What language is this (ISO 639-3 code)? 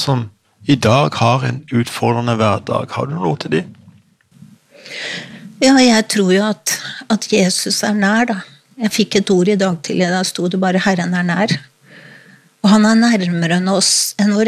nor